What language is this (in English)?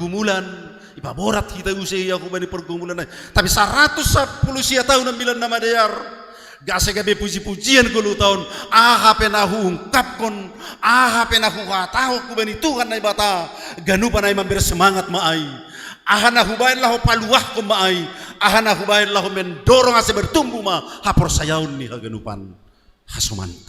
Batak Simalungun